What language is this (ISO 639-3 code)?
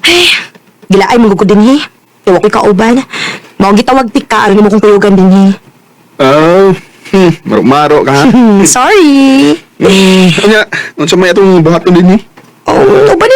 ceb